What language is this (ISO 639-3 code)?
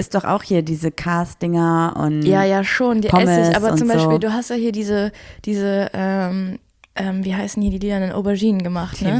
deu